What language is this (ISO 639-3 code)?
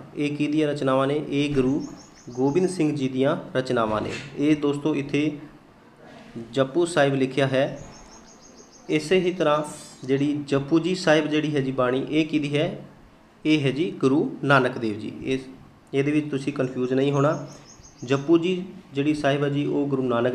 pan